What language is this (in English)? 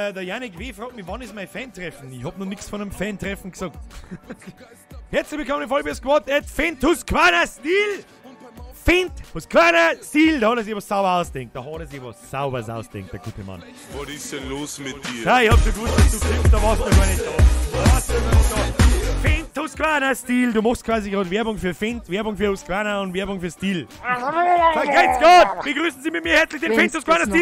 Bavarian